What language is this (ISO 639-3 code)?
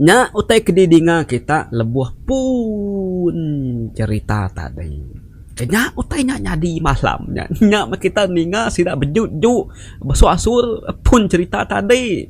iba